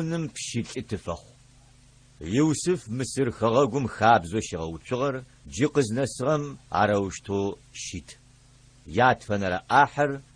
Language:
Adyghe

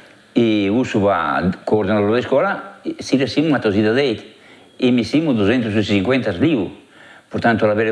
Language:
Tetum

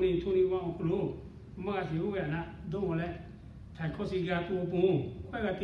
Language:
Lahu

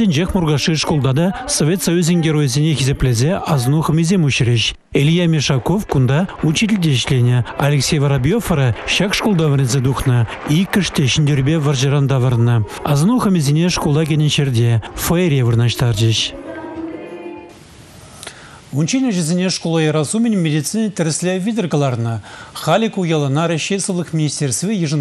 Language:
Chuvash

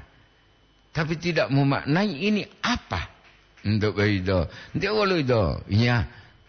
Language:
Gorontalo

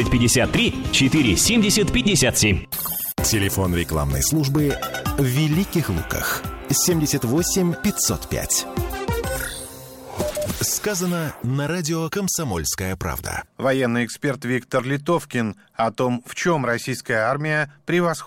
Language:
Russian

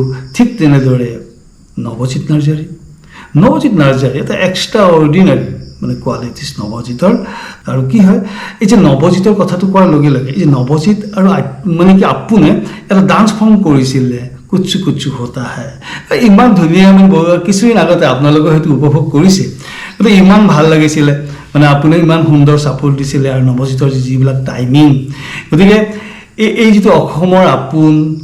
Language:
Assamese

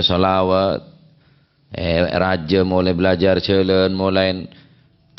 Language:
Madurese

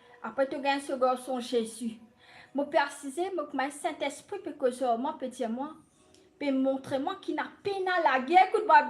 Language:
Morisyen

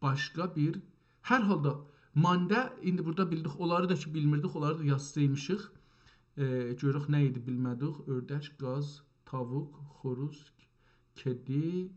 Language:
South Azerbaijani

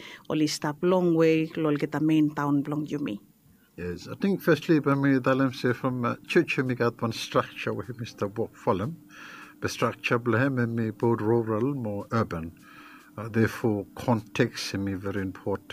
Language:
Bislama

